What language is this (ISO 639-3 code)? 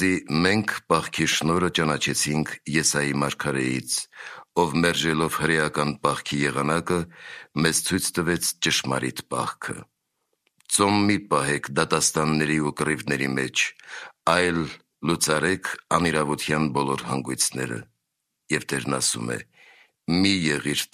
hye